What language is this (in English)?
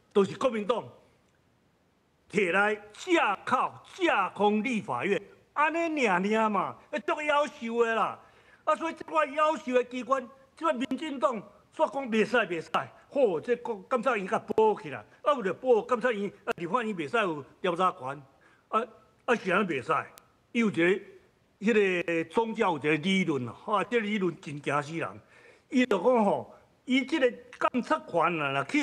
Min Nan Chinese